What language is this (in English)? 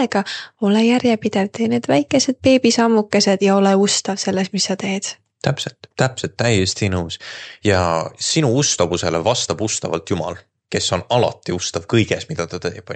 Estonian